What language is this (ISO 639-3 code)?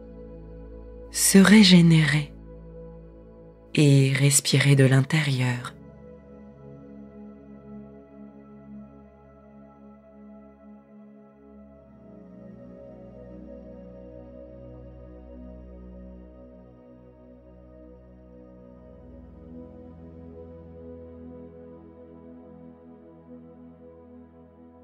fra